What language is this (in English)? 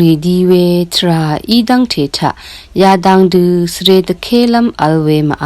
Rawang